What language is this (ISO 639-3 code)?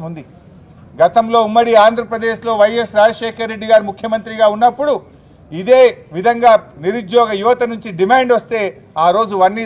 tel